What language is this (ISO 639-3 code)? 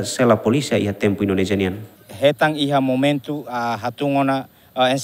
tet